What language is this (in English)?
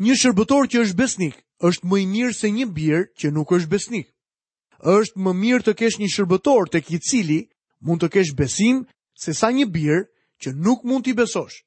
Albanian